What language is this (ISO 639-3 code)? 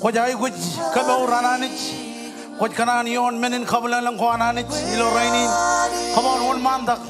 mah